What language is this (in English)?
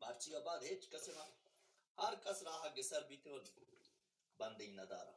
Baluchi